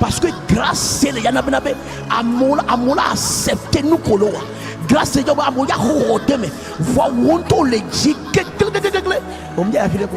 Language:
Ewe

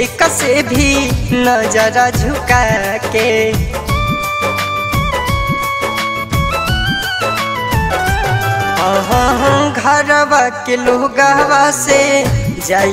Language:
Bhojpuri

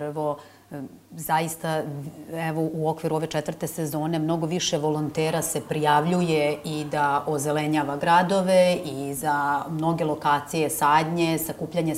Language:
Serbian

